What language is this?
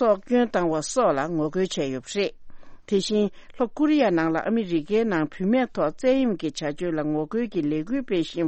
Tibetan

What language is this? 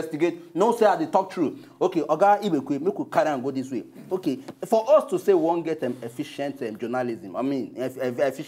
Nigerian Pidgin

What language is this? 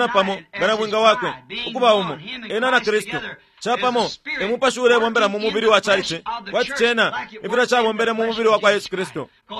Bemba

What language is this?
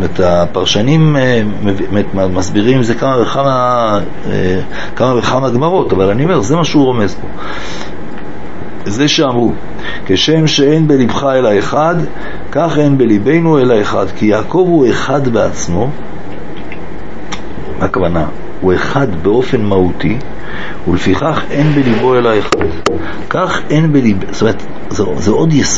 Hebrew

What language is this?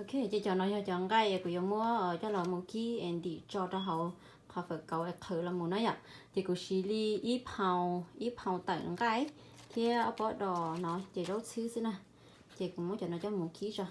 Hmong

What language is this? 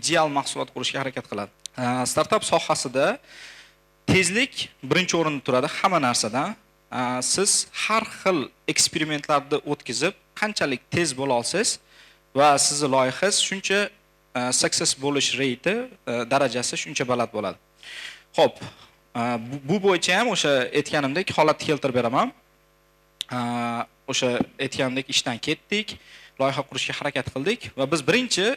Uzbek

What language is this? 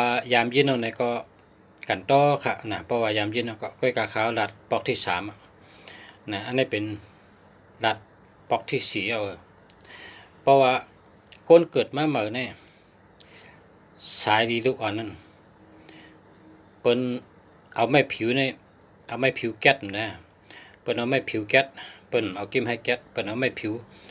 Shan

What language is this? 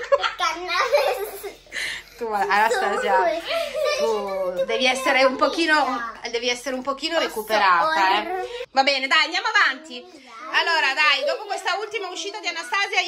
Italian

